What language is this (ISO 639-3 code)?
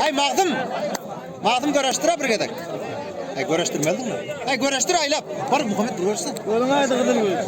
tuk